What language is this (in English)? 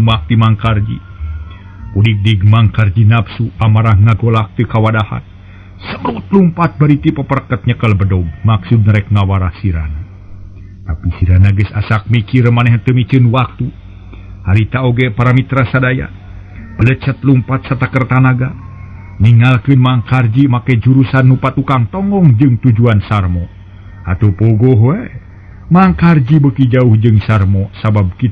Sundanese